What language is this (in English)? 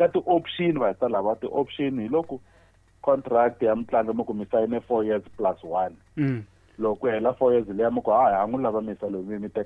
Tsonga